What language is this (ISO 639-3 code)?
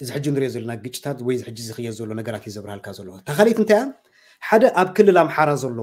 tir